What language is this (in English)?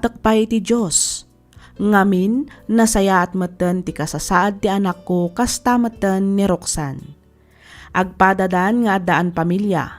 Iloko